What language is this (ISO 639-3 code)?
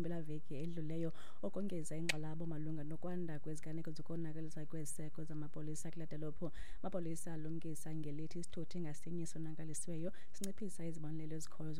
xho